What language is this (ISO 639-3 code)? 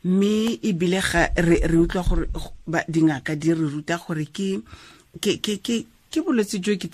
tsn